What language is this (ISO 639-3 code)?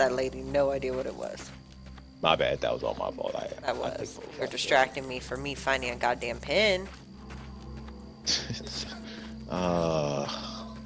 eng